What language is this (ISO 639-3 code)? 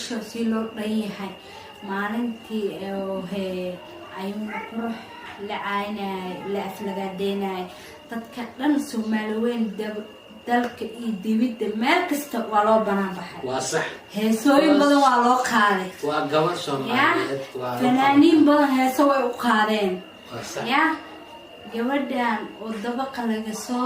som